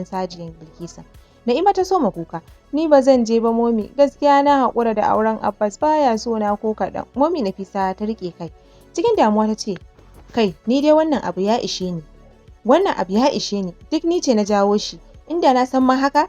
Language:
Hausa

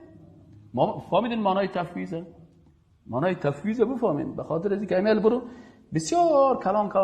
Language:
Persian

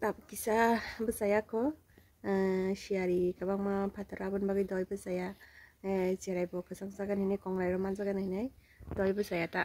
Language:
Kok Borok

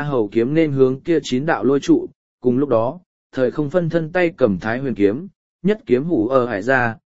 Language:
Vietnamese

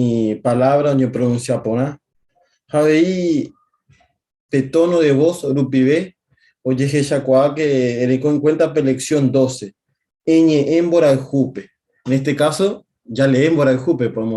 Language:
Guarani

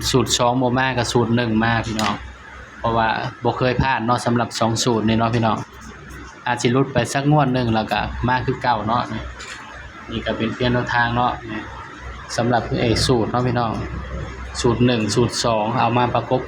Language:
Northeastern Thai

